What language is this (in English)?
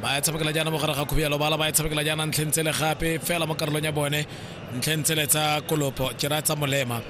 Tswana